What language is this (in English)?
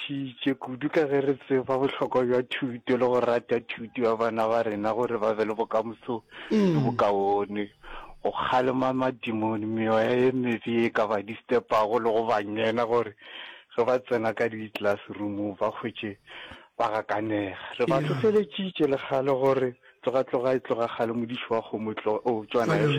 Northern Sotho